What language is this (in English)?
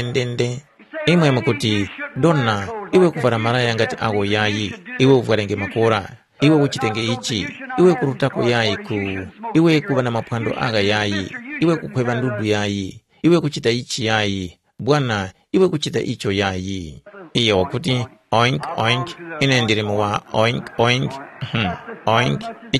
Tumbuka